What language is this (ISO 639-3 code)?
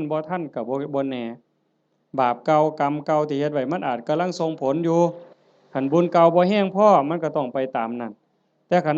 tts